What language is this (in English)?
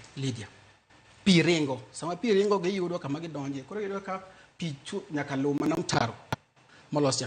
Luo (Kenya and Tanzania)